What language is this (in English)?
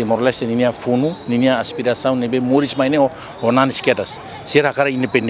Tetum